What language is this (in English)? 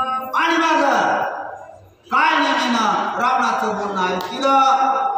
Marathi